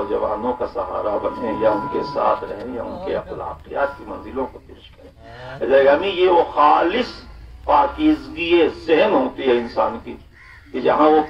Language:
Urdu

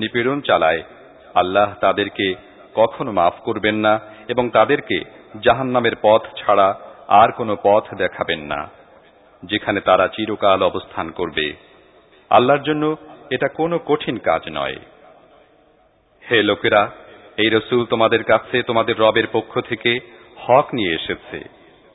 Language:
Bangla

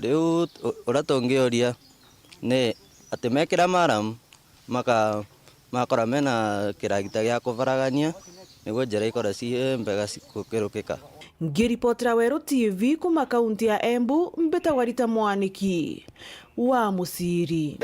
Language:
Meru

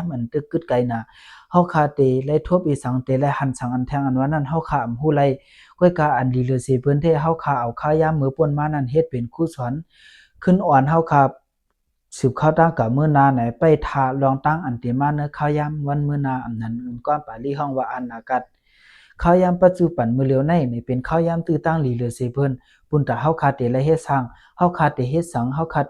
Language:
Shan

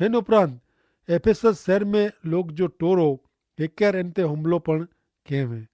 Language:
Kachhi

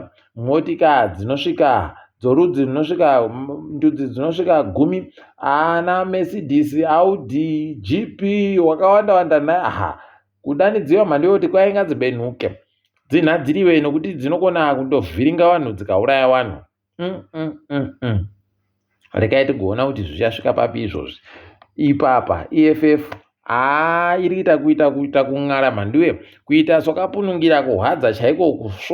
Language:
Ndau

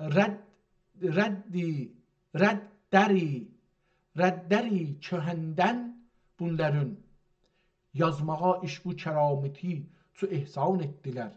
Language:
South Azerbaijani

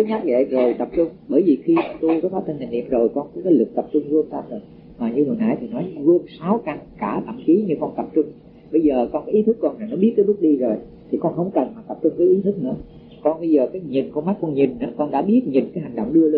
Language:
Vietnamese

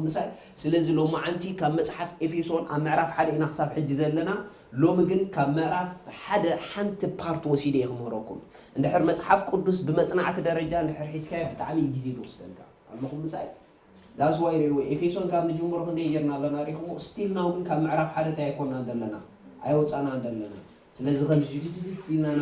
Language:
Tigrinya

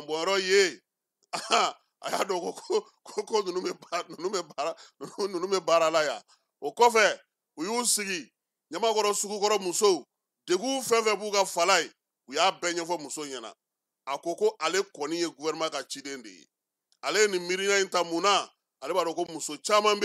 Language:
Bambara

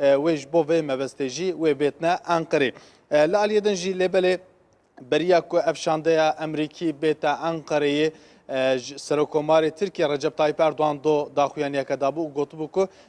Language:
Kurdish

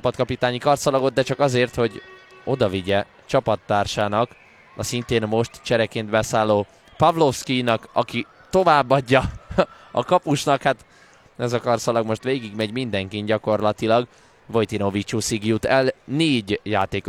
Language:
Hungarian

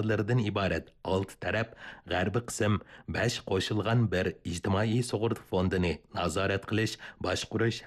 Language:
Uyghur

